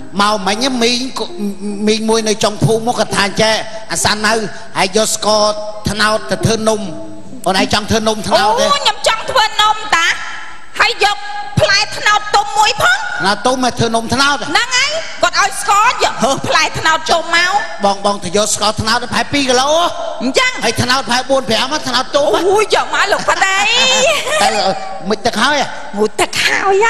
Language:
Khmer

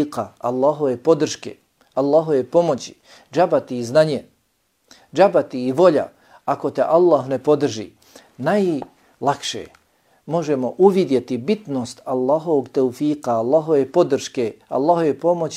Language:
Bosnian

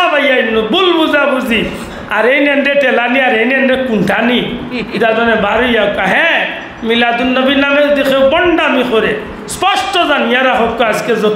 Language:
Sylheti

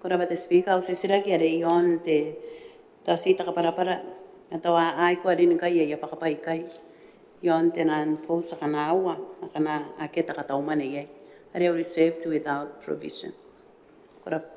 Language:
Gilbertese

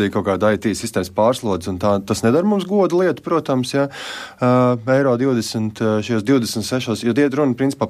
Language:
Latvian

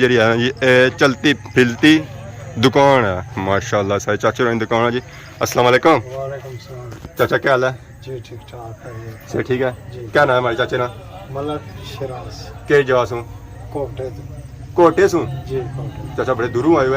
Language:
Pahari-Potwari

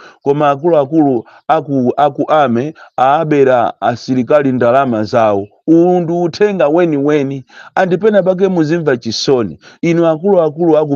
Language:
Nyanja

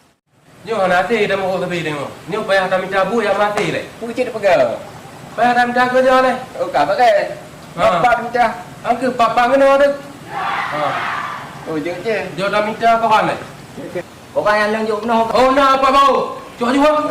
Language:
Achinese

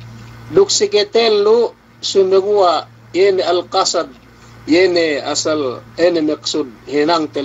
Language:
Yakan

